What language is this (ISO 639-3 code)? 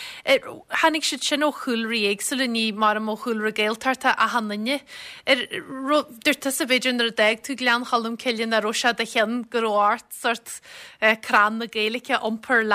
gle